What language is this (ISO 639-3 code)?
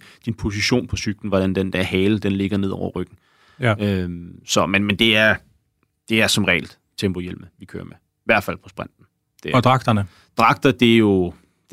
dan